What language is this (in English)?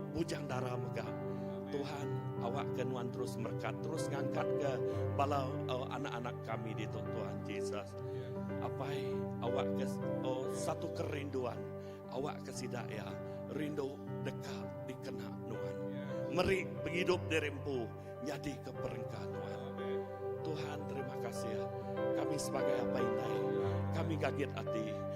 Iban